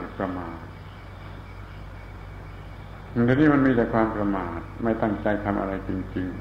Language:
Thai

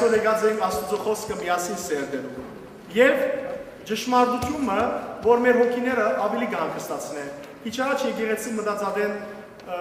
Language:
Western Armenian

